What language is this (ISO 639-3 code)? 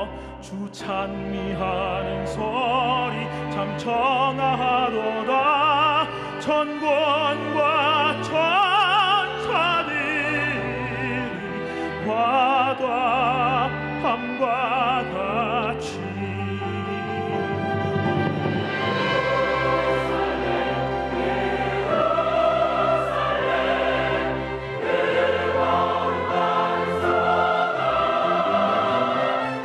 kor